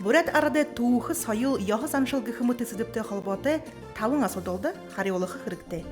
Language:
Buriat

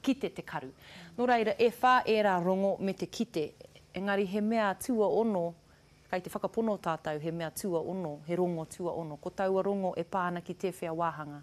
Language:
Māori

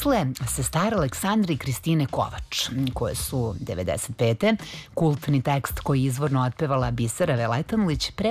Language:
Serbian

